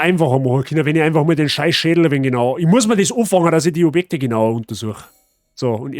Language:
Bavarian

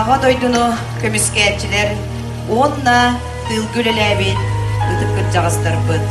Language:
Yakut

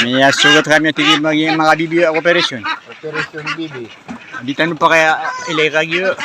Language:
Maranao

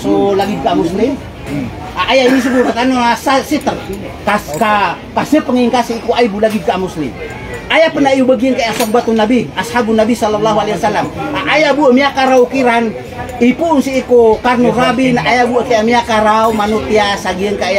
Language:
Maranao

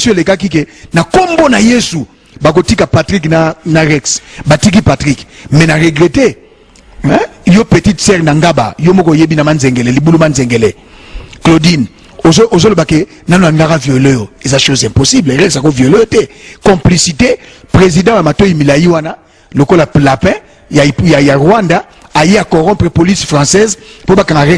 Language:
Lingala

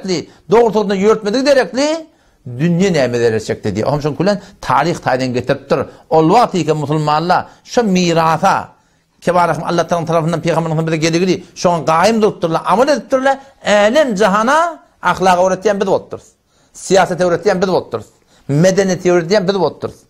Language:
Turkmen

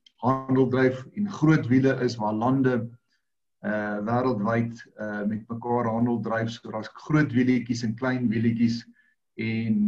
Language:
Afrikaans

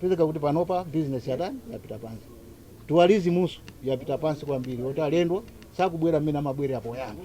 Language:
Nyanja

